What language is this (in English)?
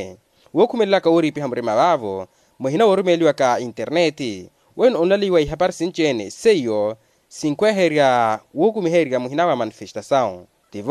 Makhuwa